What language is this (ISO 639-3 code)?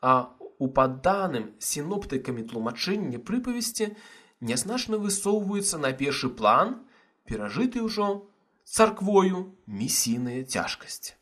bel